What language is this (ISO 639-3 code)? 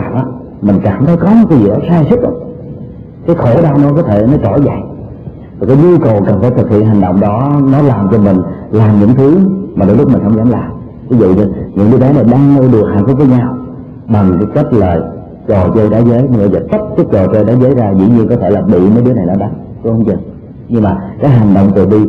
vie